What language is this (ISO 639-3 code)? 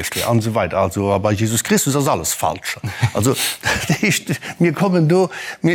ltz